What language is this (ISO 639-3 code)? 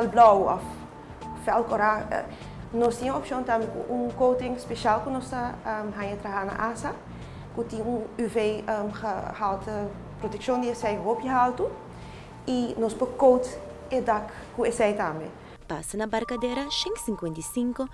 pap